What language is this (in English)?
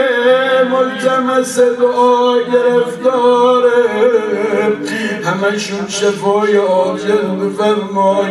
Persian